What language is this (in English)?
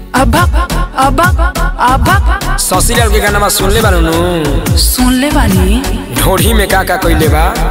Bhojpuri